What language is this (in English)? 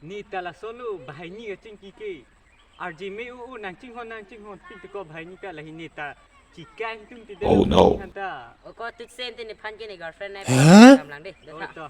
Karbi